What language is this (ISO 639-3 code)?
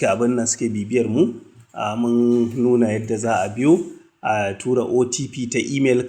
hau